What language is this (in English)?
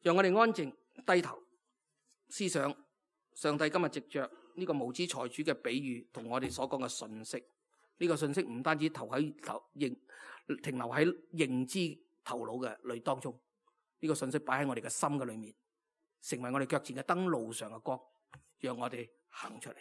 Cantonese